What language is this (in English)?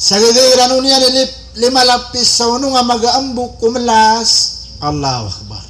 Maranao